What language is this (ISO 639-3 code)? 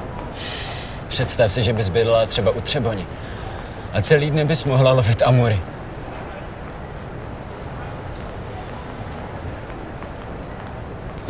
ces